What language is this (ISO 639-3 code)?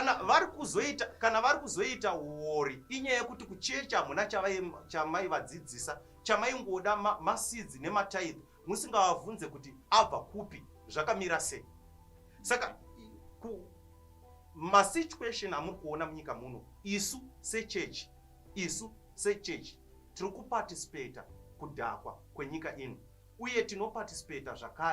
sna